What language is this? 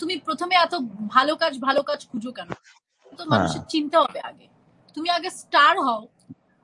Bangla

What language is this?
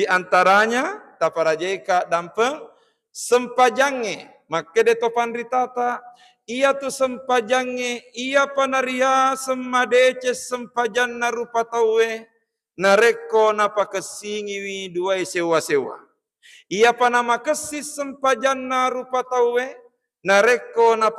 Buginese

